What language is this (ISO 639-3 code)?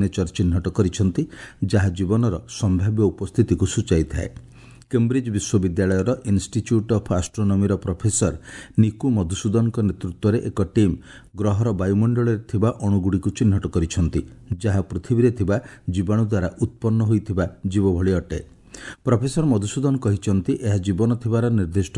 ori